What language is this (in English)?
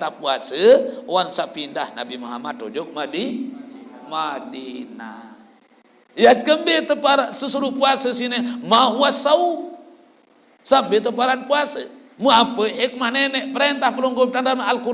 Sasak